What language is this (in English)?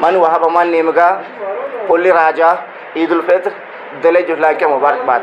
Eastern Balochi